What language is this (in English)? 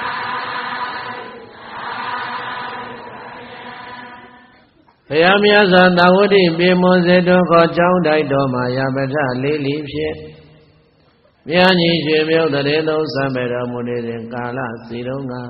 Burmese